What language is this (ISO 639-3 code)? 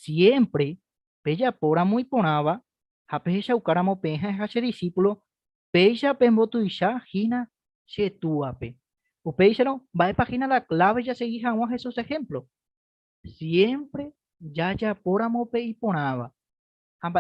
grn